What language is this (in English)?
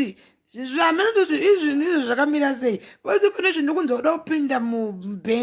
Shona